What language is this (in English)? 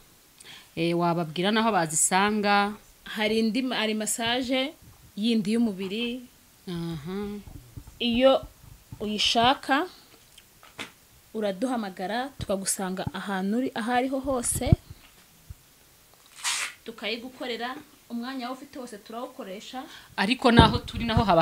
Kinyarwanda